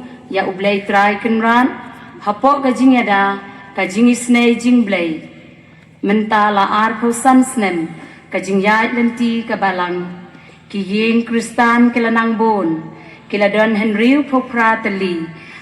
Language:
Khasi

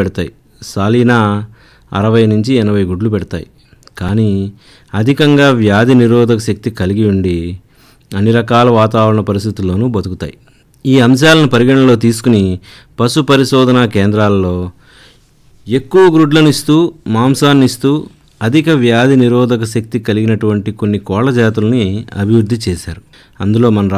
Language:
Telugu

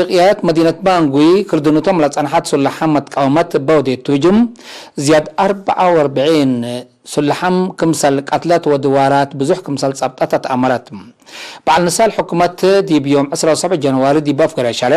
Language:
Tigre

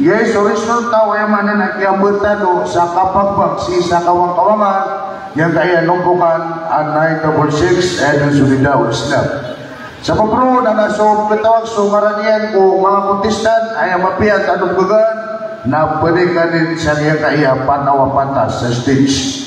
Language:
Maranao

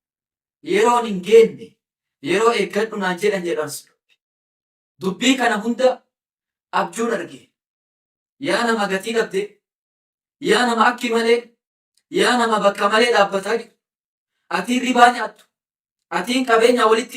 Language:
Oromo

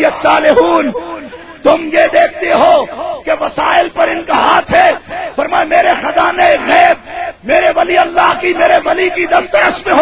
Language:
Urdu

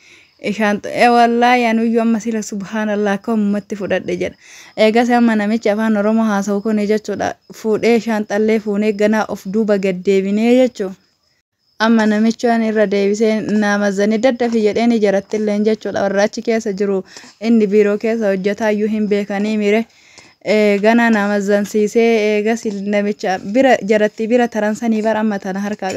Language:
Oromo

